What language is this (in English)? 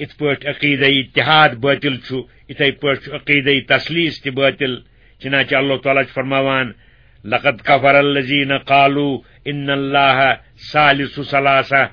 Kashmiri